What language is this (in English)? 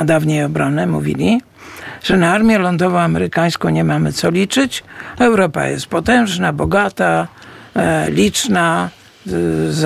Polish